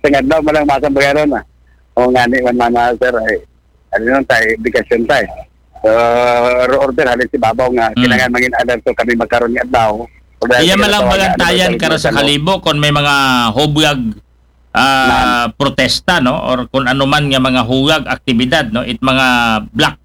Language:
Aklanon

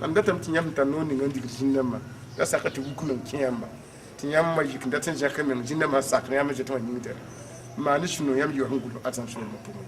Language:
Mossi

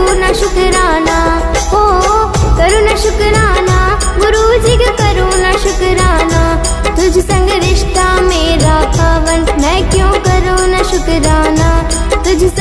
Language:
Hindi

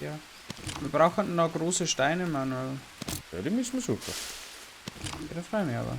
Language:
Bavarian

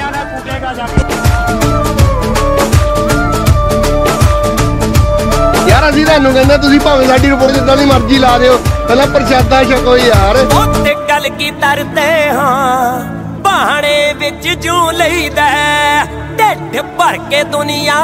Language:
Punjabi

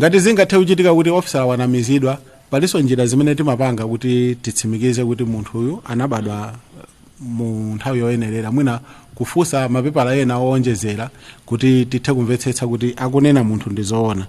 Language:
Nyanja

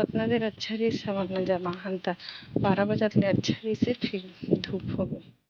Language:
Chhattisgarhi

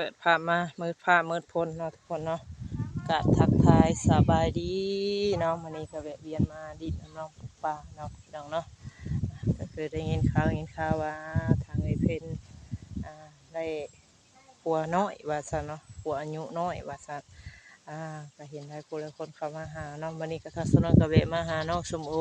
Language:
Northeastern Thai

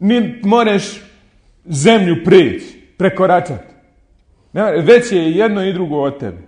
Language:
Bosnian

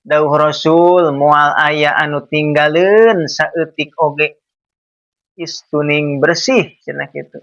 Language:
Sundanese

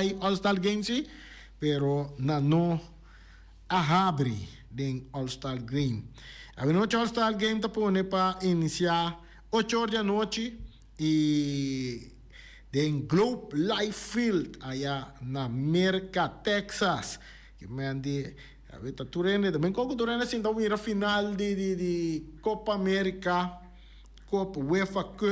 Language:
Papiamento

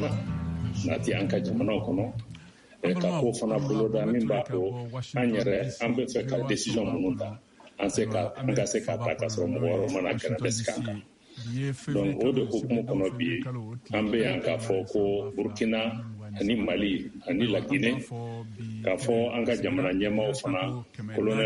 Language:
Bambara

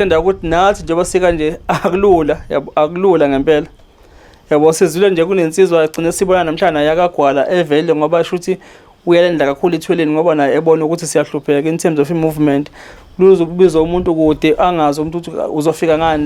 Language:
Zulu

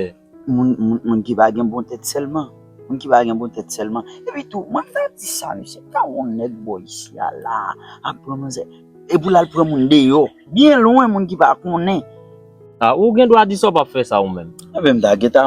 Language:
Haitian Creole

